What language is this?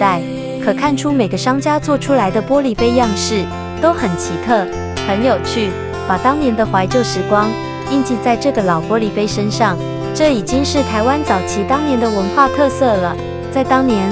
Chinese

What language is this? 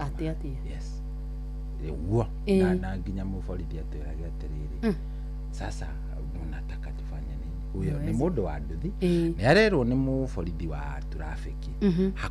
Kikuyu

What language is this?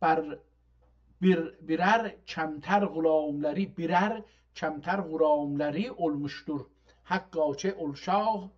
South Azerbaijani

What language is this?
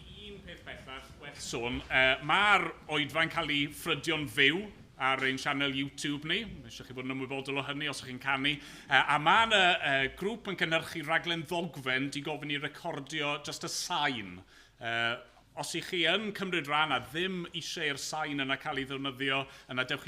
Welsh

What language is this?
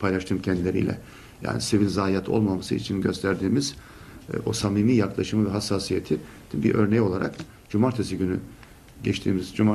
Turkish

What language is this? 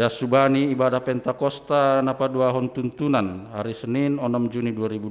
Batak Simalungun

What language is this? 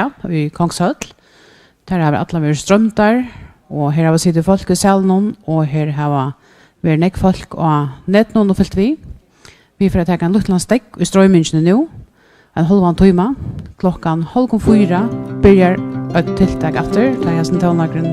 Faroese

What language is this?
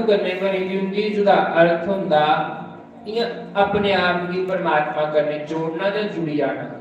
Dogri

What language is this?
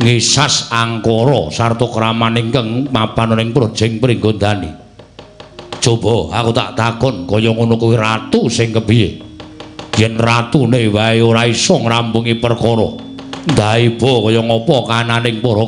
Javanese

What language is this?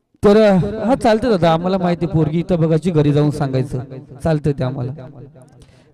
Marathi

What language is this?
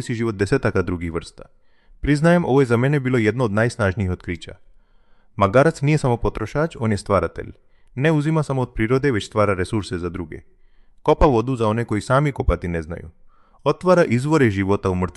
Croatian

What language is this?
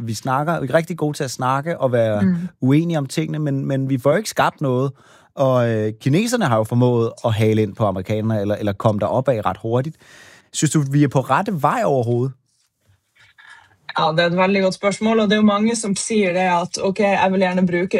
Danish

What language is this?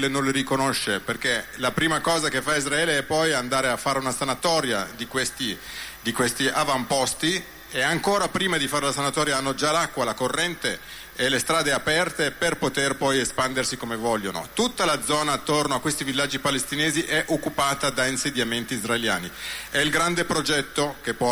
Italian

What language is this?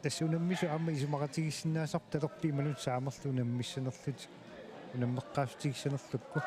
Kalaallisut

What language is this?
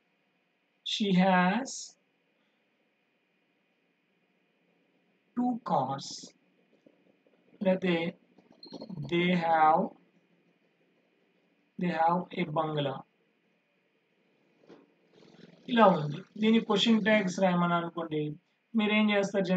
Telugu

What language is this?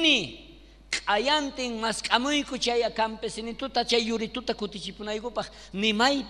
South Bolivian Quechua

